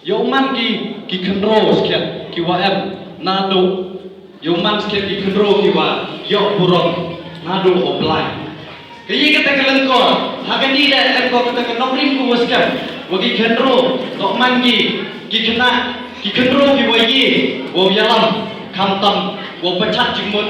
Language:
Pnar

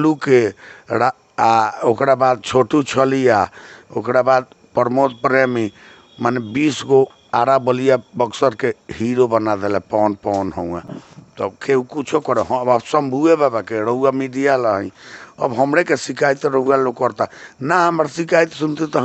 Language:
Bhojpuri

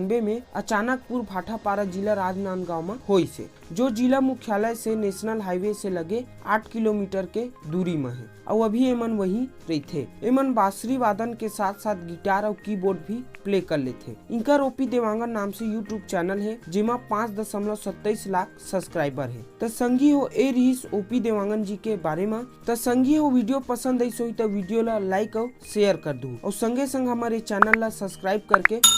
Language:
Chhattisgarhi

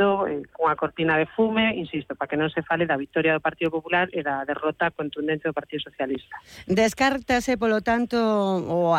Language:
Galician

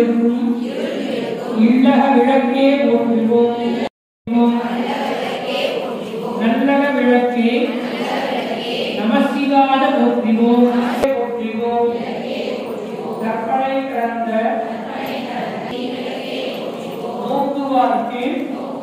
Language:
Tamil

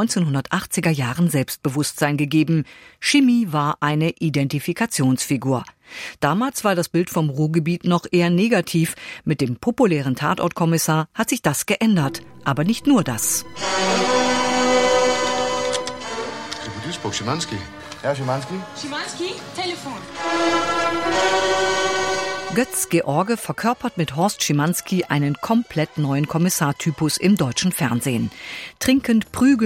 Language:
German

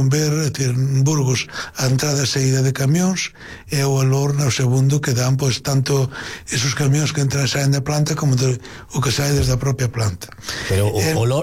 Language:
Galician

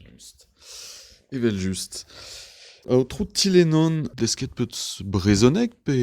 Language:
Breton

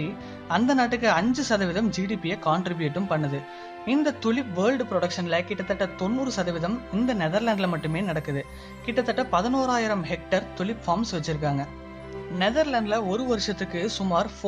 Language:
Tamil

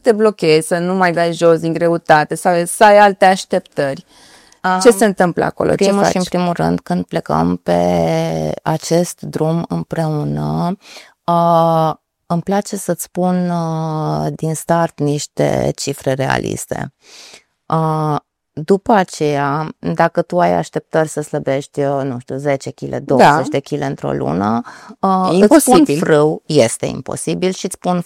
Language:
Romanian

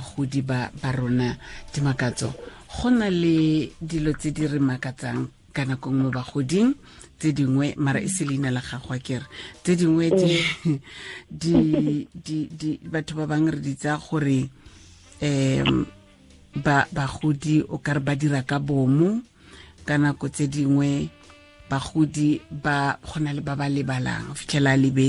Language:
Tswana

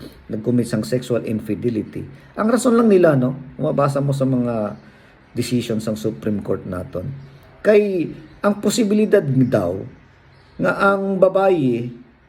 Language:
Hiligaynon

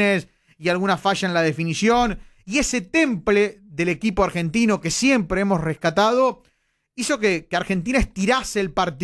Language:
Spanish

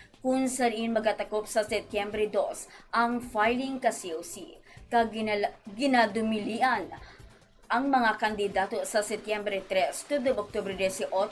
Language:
Hiligaynon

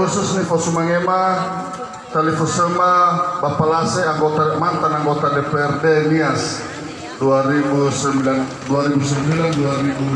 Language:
Nias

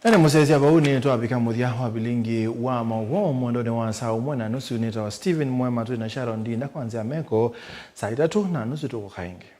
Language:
Kamba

